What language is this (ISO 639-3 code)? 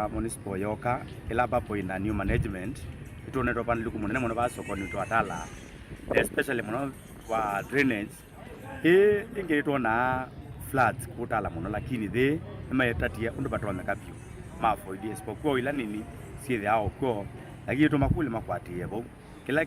kam